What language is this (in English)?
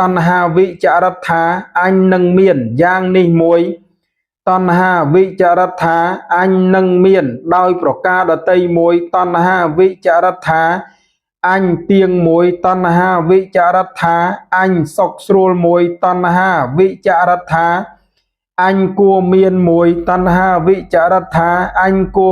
Khmer